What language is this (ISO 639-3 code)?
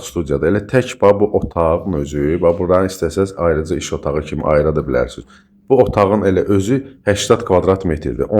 aze